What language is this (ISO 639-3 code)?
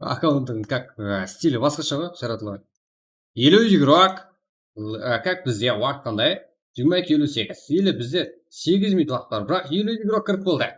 kaa